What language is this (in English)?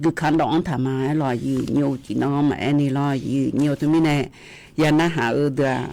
Akha